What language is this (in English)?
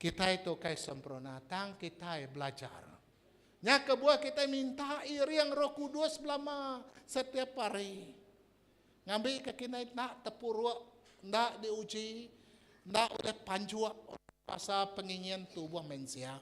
Iban